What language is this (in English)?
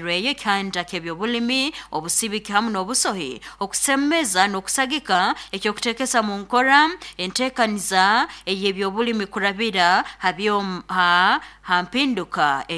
Nyoro